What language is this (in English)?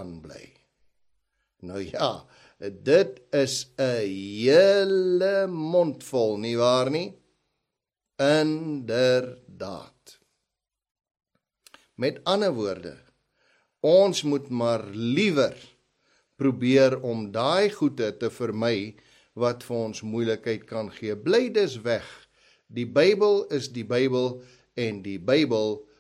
Afrikaans